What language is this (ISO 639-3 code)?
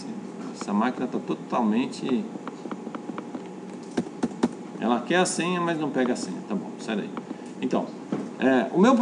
por